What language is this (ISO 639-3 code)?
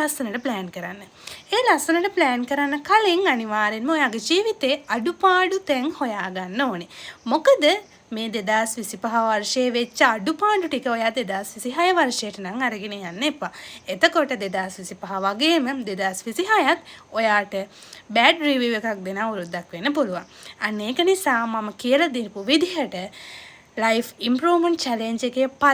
sin